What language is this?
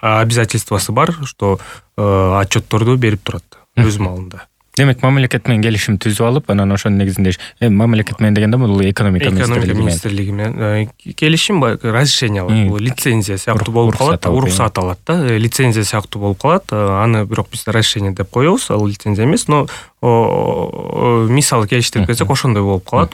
Kyrgyz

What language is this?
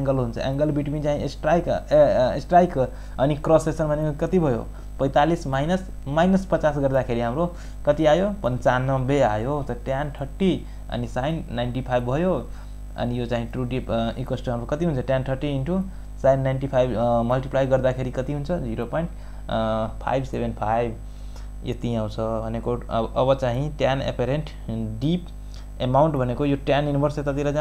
Nepali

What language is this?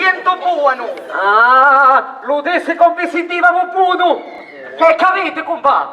Sicilian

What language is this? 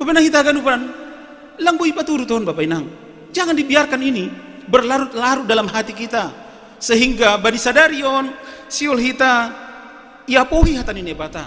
Batak Simalungun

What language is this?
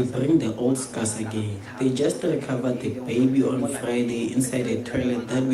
Venda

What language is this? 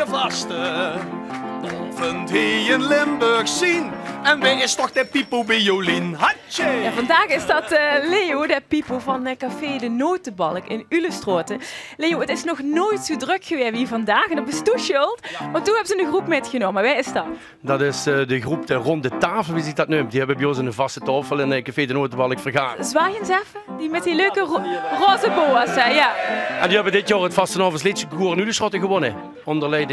Limburgish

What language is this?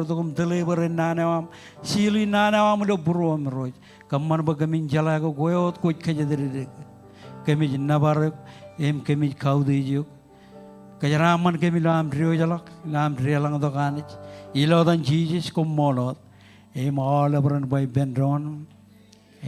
Marshallese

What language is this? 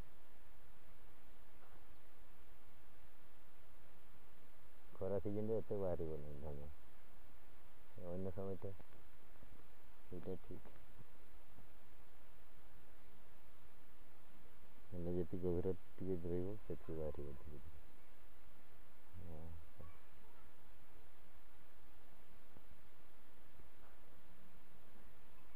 Odia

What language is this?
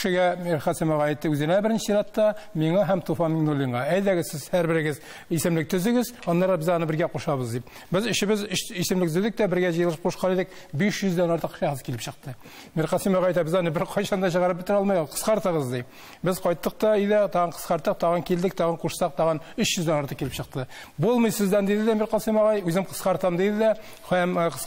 Tatar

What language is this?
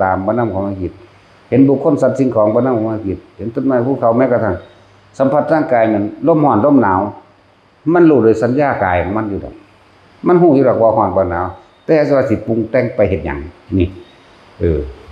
Northeastern Thai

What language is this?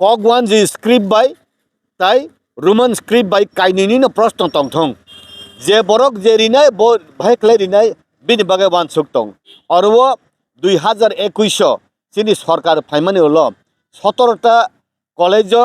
Kok Borok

